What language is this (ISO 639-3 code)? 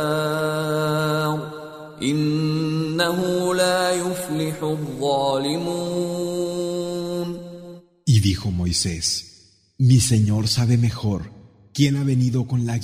spa